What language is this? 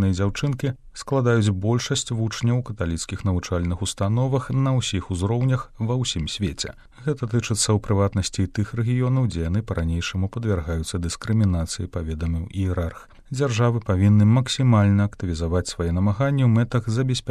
Belarusian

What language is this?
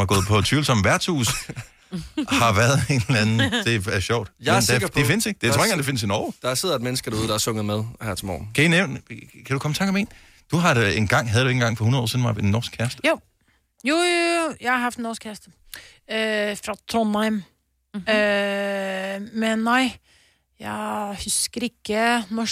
Danish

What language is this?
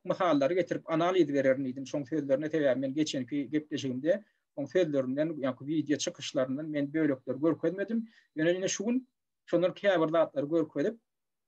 Turkmen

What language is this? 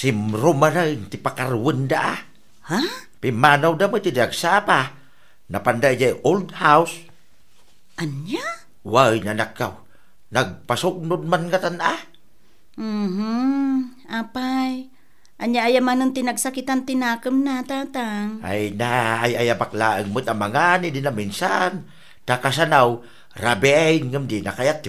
Iloko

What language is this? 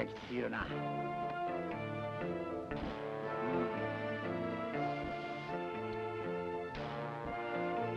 Japanese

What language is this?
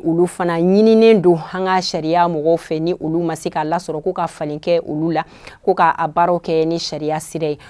Bambara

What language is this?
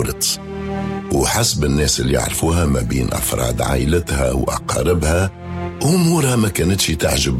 Tunisian Arabic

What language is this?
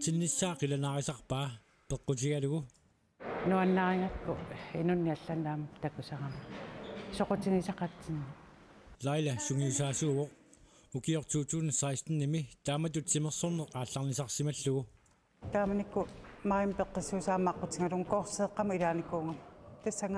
Kalaallisut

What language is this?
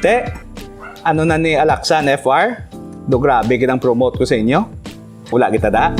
Hiligaynon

